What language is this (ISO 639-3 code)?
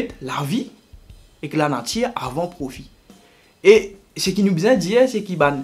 mfe